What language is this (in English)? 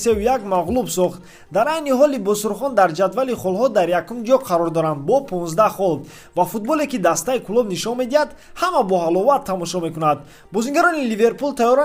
Tajik